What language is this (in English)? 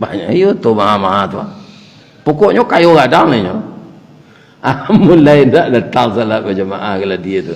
Minangkabau